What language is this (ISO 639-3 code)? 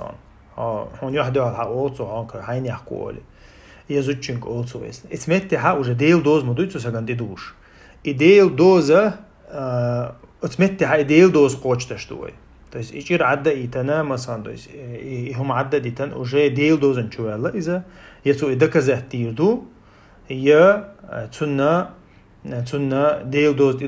che